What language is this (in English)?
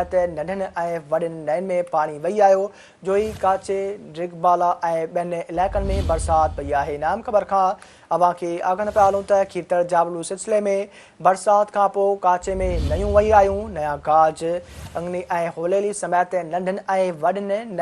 Sindhi